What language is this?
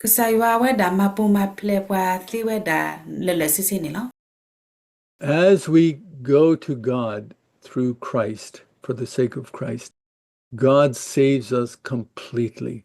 S'gaw Karen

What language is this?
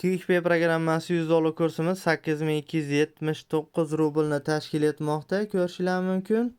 Uzbek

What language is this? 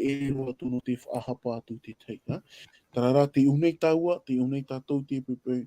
Tahitian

